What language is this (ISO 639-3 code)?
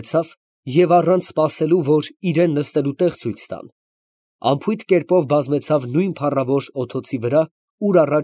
hye